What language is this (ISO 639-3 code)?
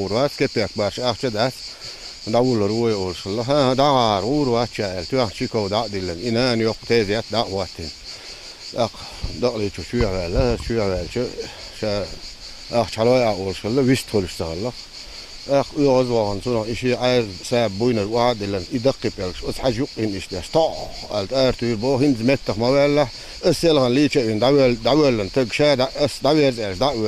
che